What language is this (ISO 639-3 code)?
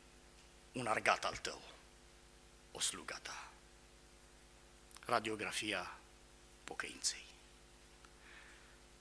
ron